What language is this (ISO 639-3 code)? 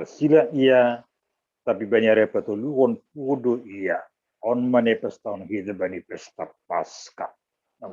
bts